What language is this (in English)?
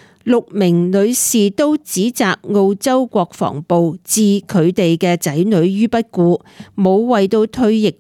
Cantonese